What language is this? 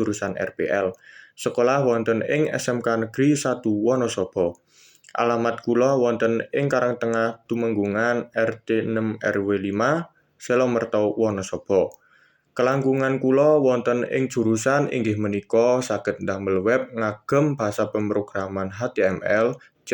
Javanese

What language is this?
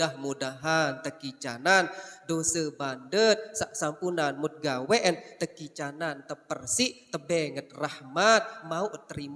Sasak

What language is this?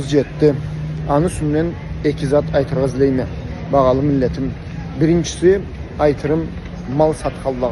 Karachay-Balkar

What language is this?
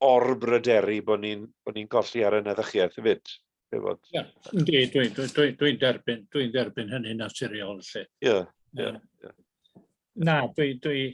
Welsh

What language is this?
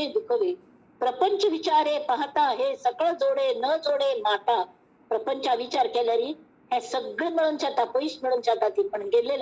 Konkani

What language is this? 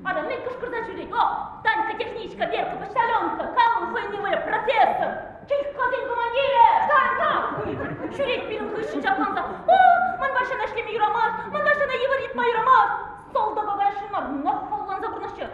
Chuvash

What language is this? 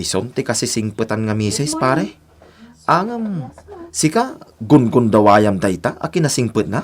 Iloko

